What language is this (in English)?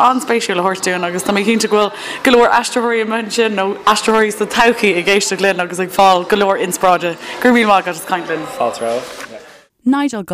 Irish